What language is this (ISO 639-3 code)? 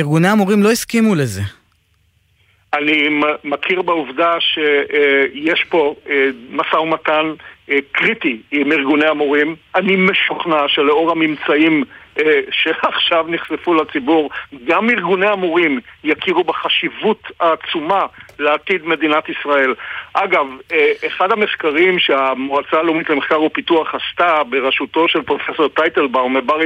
heb